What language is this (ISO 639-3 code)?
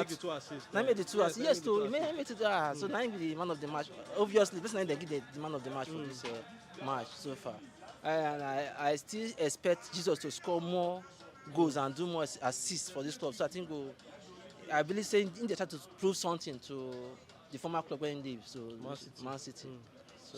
pcm